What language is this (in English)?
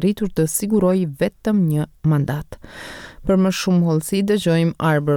Albanian